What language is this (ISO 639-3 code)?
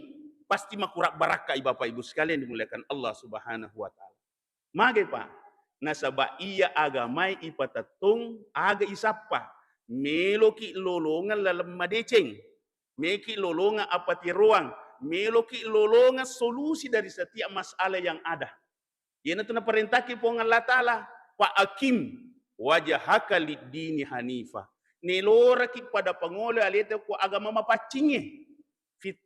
bug